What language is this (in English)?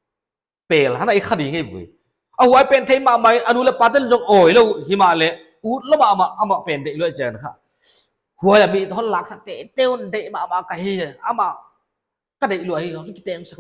Paite Chin